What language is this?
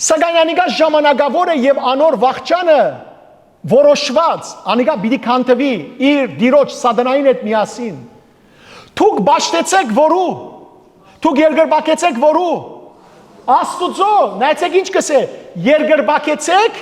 Western Armenian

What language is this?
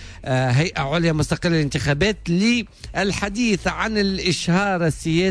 Tunisian Arabic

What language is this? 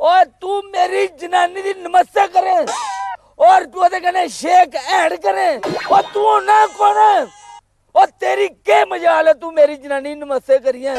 Dogri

